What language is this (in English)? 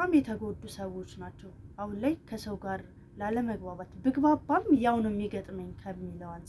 Amharic